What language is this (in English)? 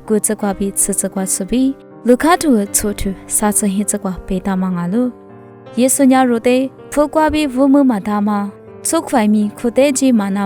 Lisu